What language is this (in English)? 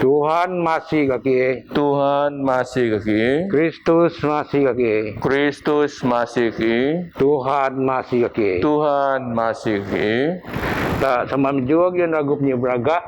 Biatah Bidayuh